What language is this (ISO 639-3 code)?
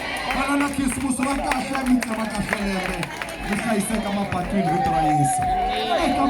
tso